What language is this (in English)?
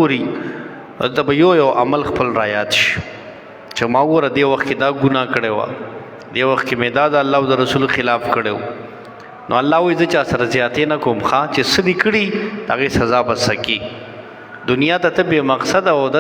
Pashto